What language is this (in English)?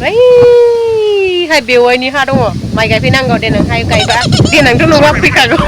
Bodo